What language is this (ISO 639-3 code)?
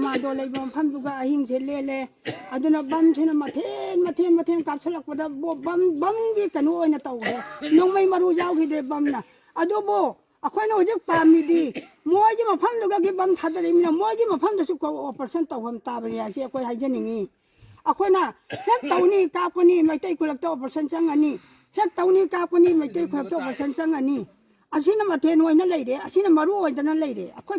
mni